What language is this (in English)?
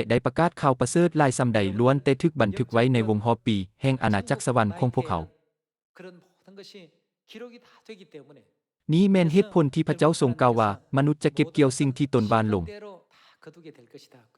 Lao